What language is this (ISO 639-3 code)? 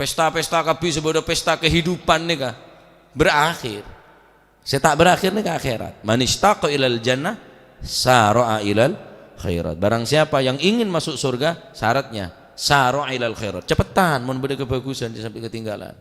mad